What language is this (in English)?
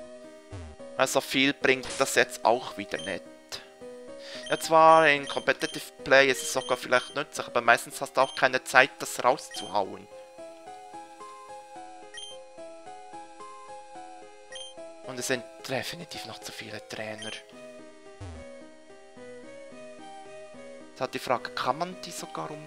German